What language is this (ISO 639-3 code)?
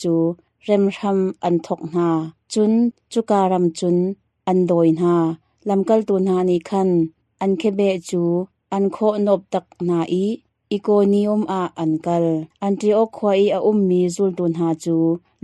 cnh